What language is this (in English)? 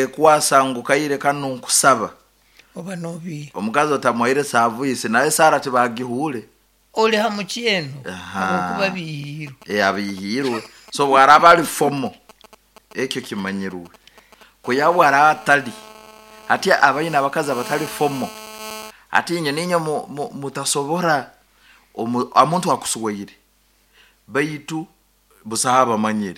Nyoro